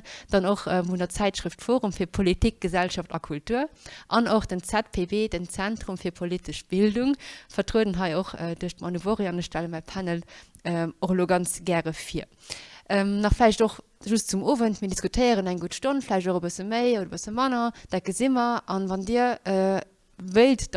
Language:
Luxembourgish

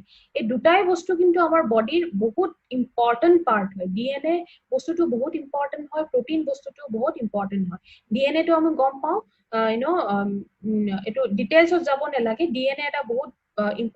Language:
Assamese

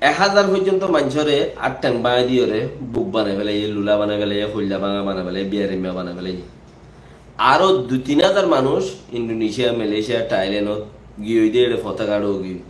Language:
Rohingya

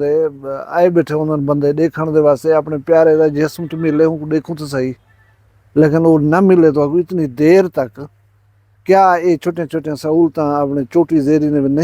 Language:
Saraiki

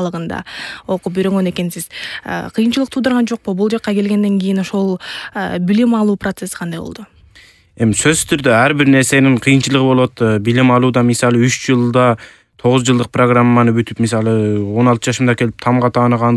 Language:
Kyrgyz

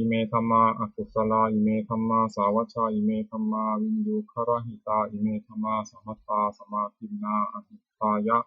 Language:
Pali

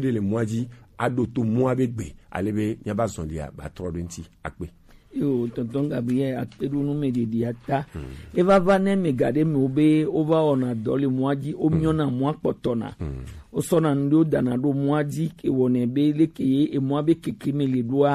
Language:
Gen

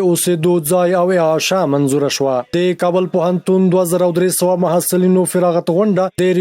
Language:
Pashto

